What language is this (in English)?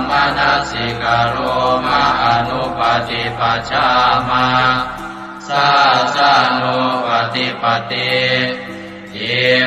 Pali